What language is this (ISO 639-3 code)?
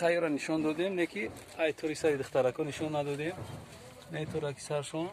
tgk